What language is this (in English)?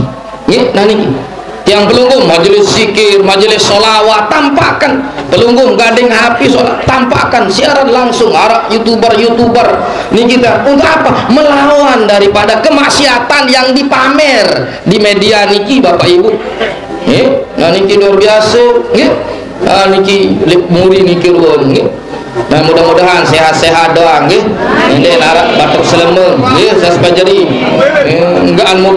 Sasak